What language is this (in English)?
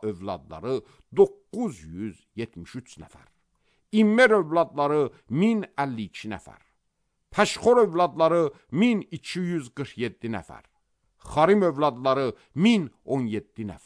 Azerbaijani